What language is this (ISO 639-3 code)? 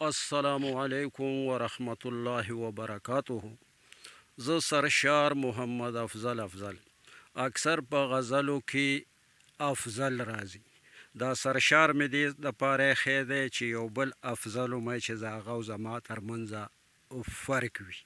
pus